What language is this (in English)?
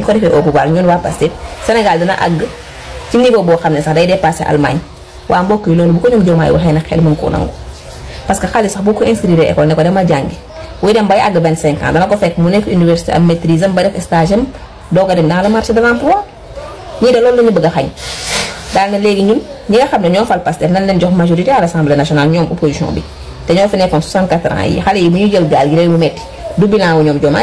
Wolof